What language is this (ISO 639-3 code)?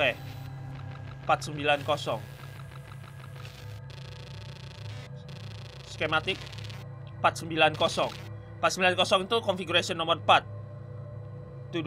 ind